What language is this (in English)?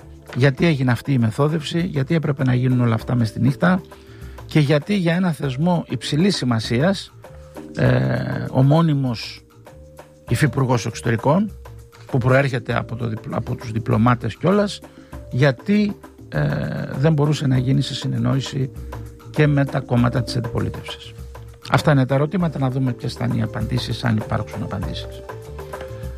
Greek